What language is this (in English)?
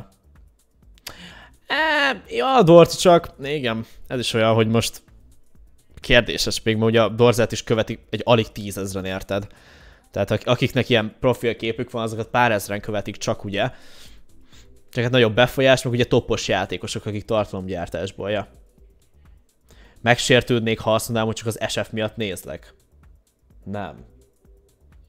Hungarian